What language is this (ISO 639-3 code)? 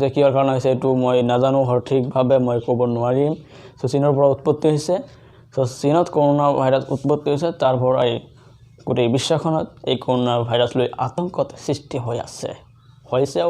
asm